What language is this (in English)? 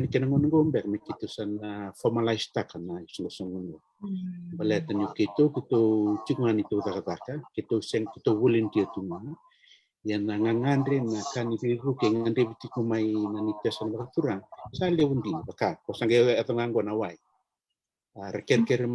Fijian